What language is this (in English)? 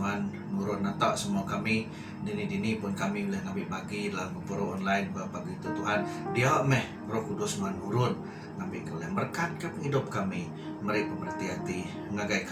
Iban